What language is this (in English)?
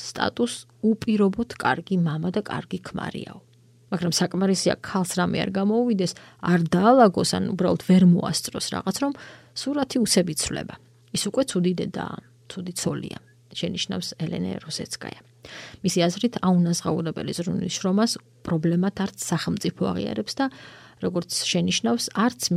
Georgian